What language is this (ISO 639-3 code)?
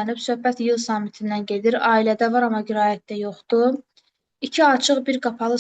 aze